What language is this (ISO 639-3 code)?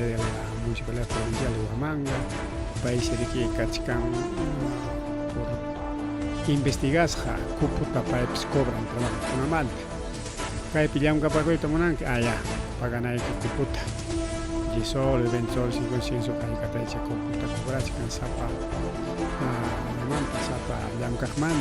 quy